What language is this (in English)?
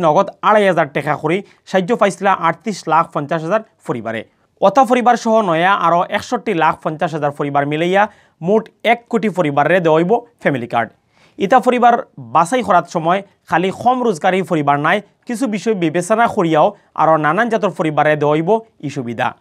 Sylheti